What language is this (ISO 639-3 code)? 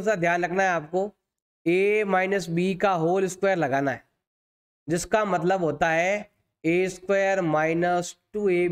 hin